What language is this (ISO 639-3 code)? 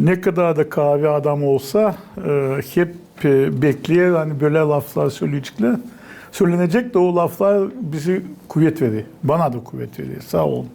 gag